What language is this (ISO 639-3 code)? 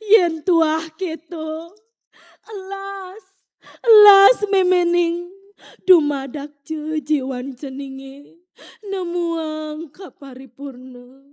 ban